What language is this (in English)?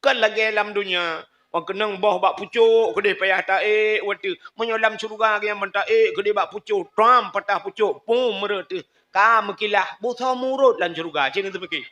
Achinese